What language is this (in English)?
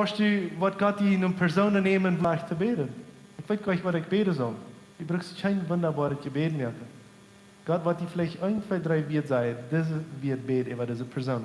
Plautdietsch